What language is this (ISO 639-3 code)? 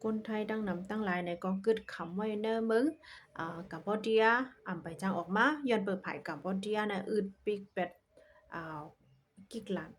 shn